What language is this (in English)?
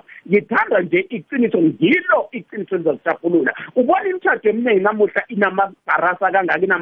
South Ndebele